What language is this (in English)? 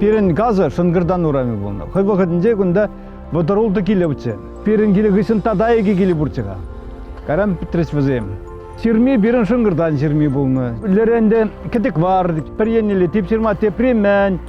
Chuvash